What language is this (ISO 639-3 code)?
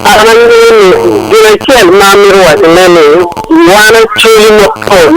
ach